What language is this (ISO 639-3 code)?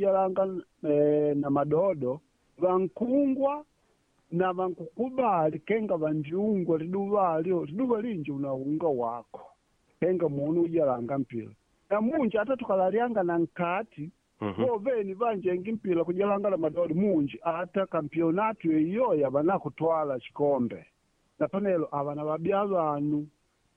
kde